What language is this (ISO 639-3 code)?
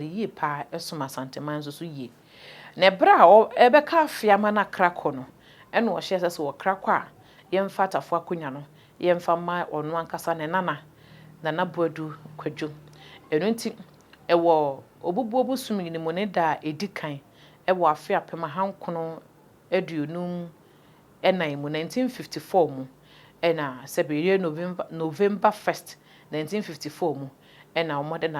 aka